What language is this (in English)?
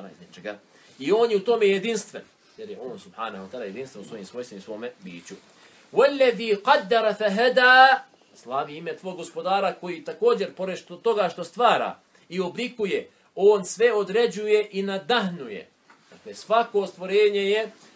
Bosnian